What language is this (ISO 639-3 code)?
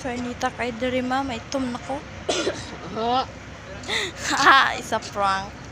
ceb